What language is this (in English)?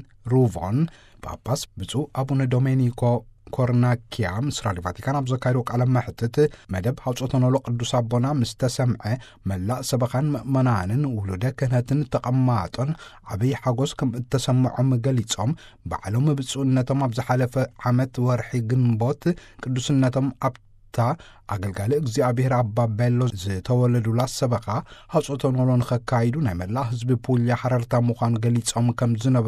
Tigrinya